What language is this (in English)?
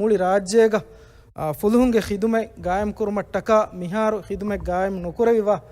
Divehi